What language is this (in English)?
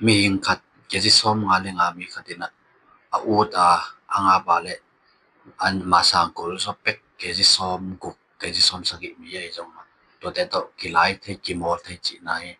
Tedim Chin